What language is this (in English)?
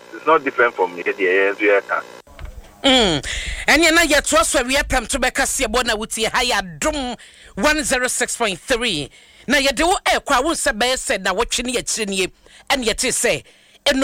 Akan